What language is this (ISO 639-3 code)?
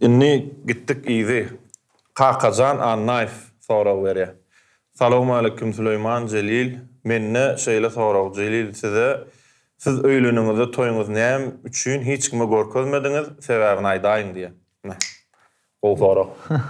tuk